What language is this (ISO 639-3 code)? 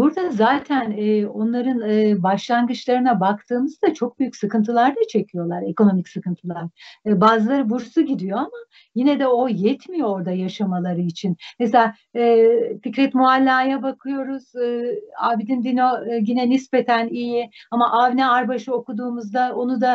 tur